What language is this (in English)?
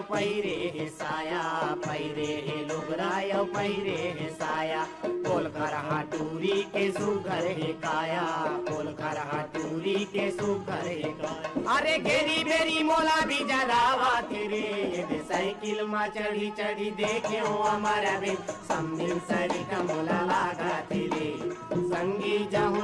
Chhattisgarhi